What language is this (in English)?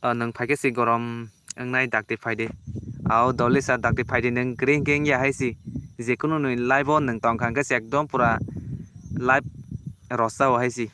Kok Borok